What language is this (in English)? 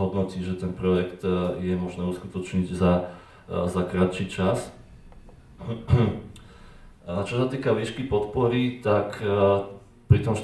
Slovak